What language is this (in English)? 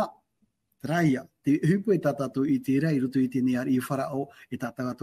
Tahitian